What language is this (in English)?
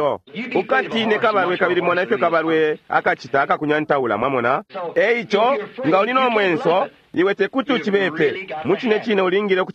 Bemba